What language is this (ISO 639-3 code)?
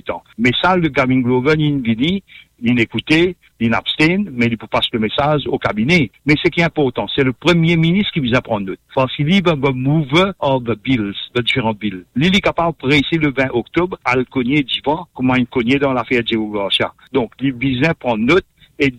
mfe